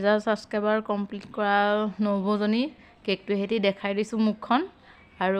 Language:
Assamese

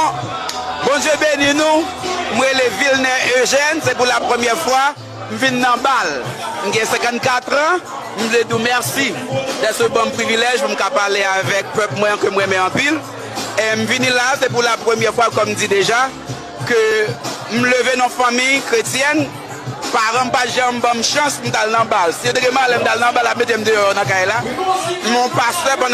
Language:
Haitian Creole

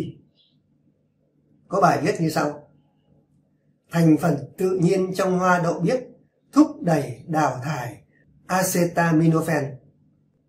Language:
Vietnamese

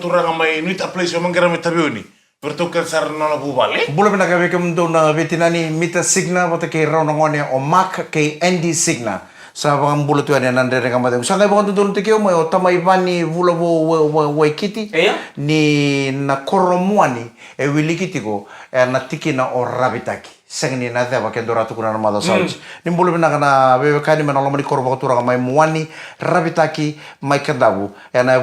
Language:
Fijian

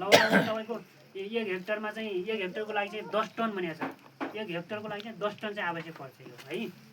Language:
Nepali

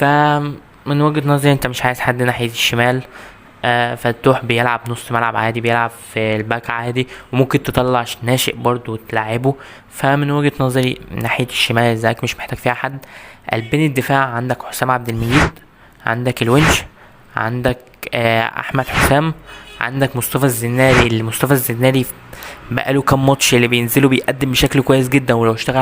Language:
Egyptian Arabic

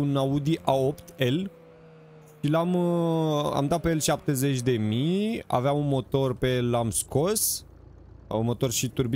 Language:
Romanian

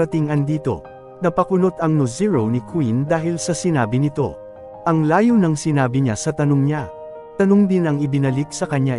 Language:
Filipino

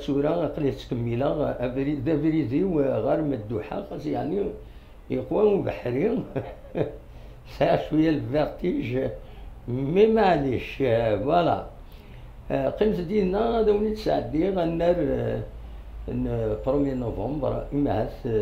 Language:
Kabyle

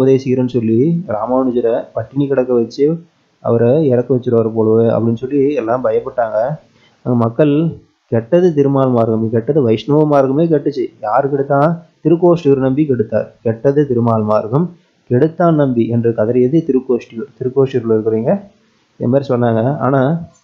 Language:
Tamil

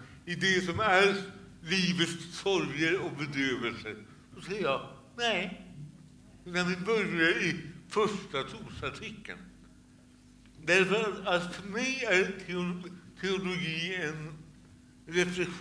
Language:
Swedish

